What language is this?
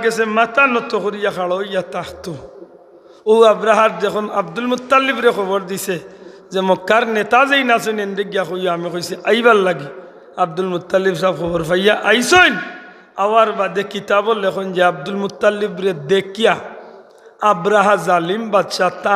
Sylheti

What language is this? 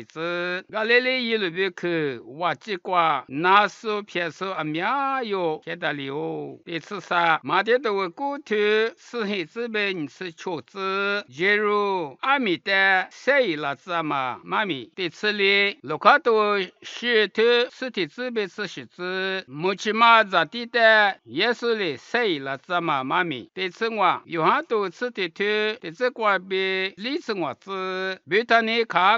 Lisu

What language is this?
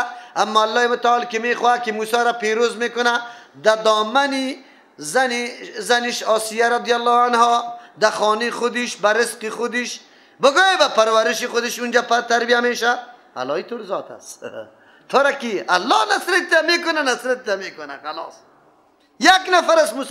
Persian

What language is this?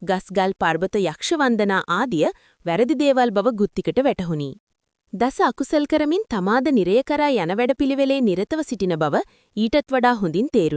Sinhala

